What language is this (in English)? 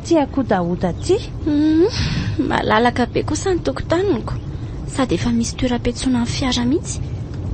Malagasy